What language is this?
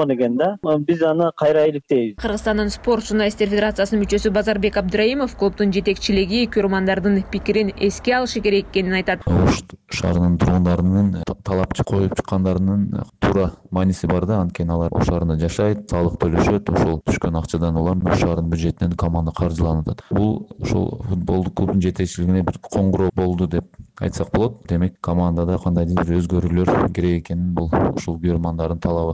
Kyrgyz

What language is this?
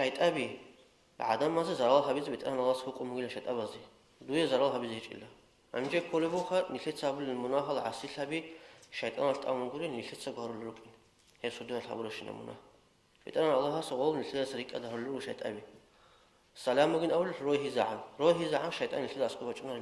Avaric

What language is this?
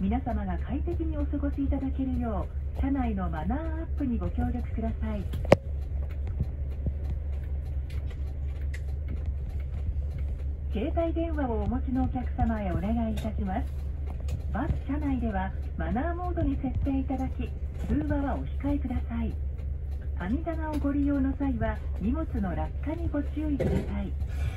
Japanese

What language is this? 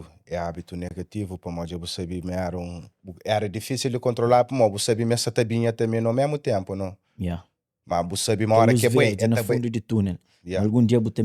Kabuverdianu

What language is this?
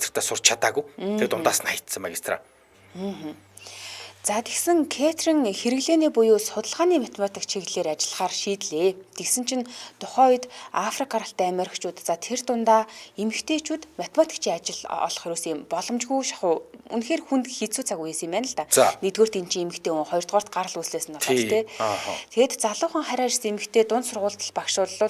Mongolian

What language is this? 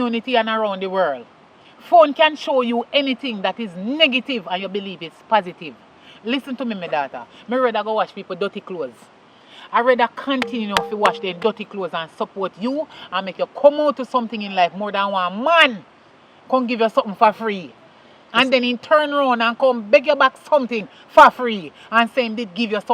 Jamaican Creole English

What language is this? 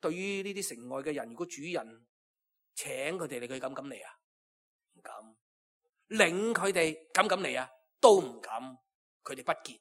Cantonese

